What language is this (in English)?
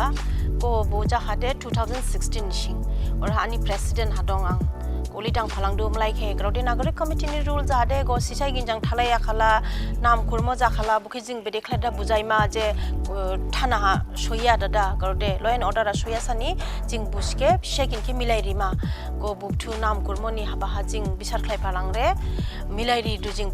Dimasa